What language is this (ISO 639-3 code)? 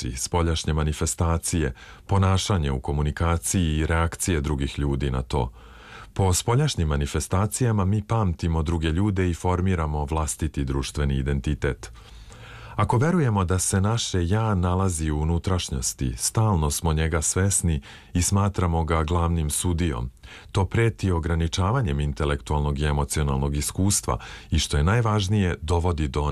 srp